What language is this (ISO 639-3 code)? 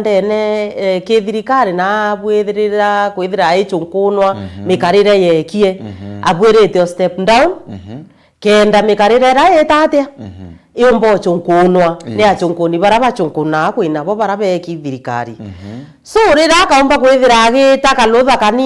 mer